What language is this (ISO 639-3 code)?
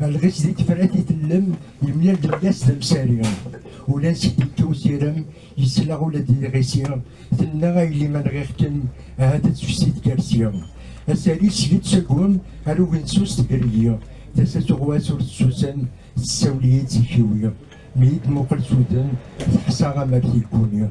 kab